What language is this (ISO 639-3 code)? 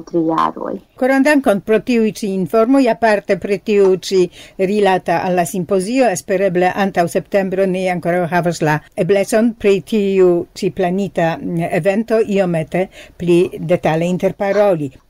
epo